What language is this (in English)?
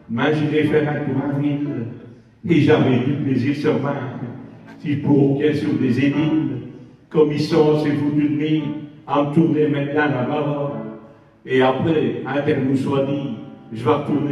Picard